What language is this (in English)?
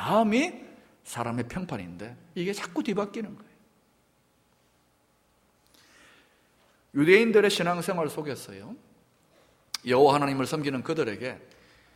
Korean